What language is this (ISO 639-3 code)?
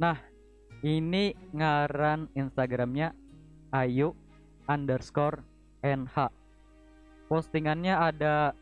bjn